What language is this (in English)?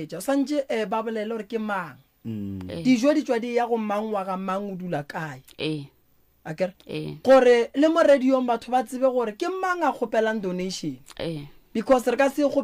Northern Sotho